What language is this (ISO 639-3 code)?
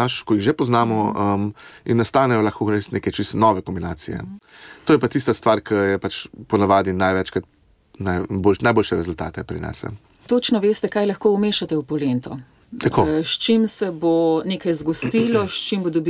slv